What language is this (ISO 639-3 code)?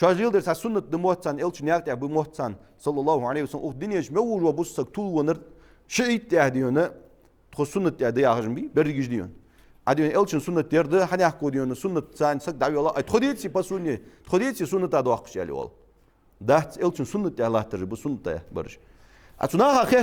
inh